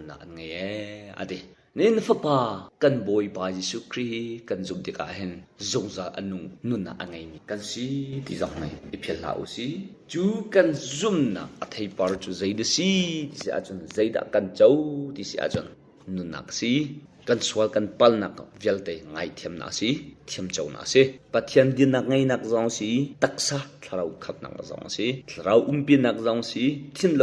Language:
Hakha Chin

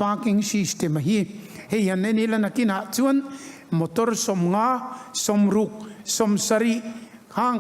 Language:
Mizo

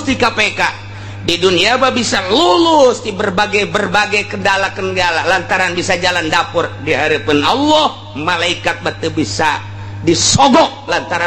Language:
Sundanese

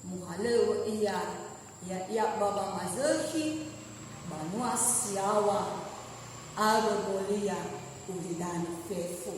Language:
Nias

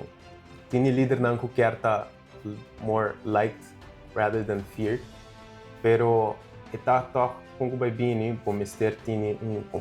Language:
Papiamento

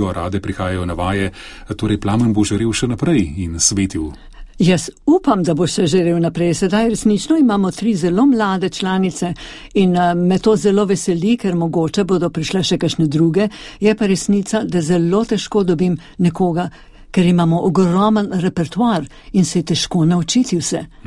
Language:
Slovenian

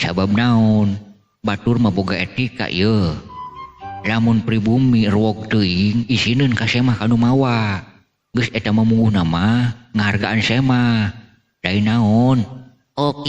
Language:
Sundanese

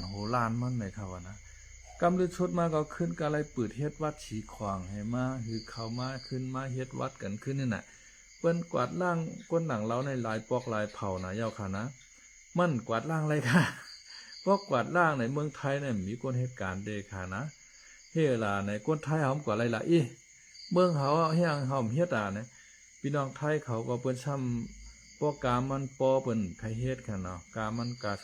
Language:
Shan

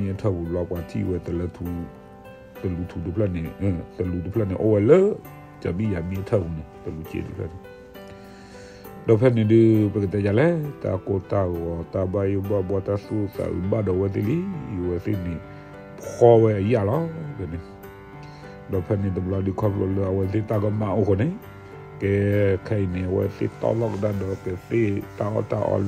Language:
S'gaw Karen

